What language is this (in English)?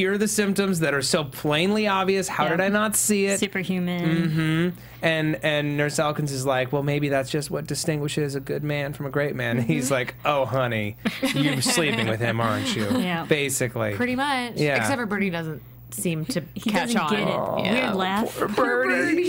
English